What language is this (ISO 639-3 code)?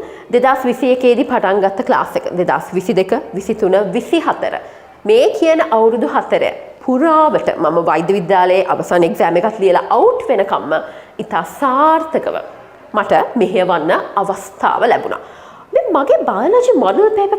sin